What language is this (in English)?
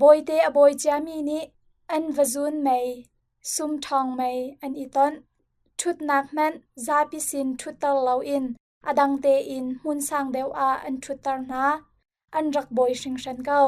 Hakha Chin